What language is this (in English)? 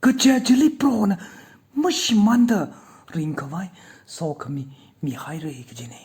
Tangkhul Naga (India)